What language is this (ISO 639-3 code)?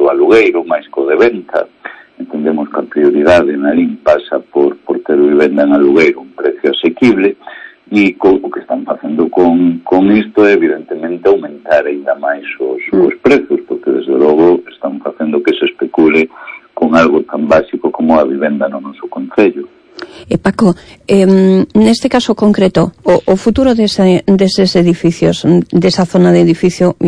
glg